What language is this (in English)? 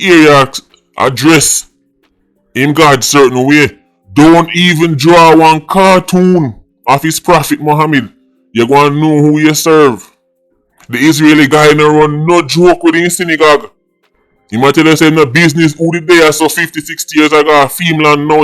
Jamaican Creole English